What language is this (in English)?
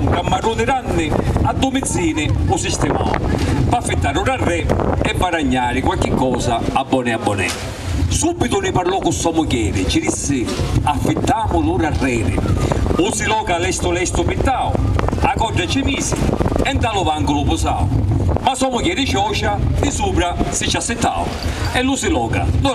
Sicilian